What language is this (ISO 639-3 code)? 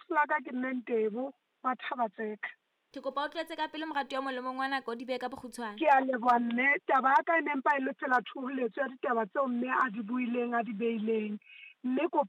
sot